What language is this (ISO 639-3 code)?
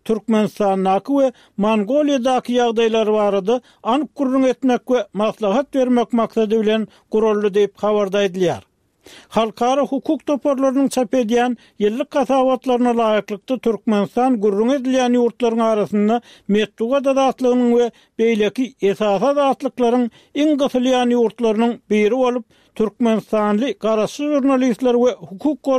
tuk